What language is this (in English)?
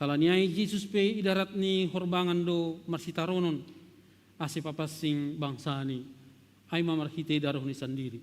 Batak Simalungun